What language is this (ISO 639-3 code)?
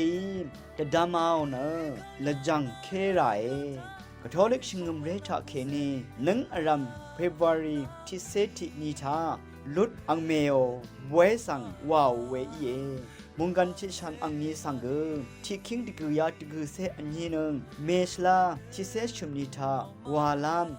raw